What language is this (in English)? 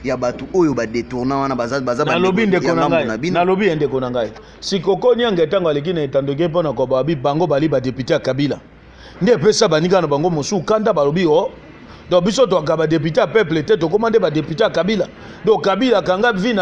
Lingala